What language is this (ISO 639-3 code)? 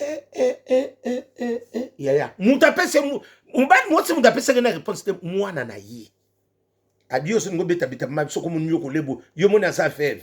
lin